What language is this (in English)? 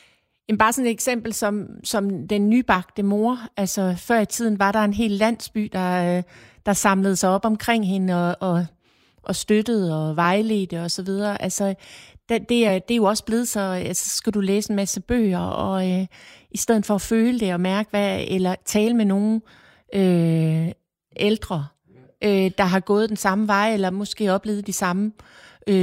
Danish